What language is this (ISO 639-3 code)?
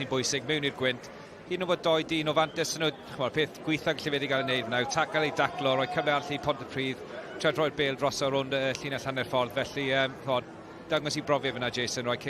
cym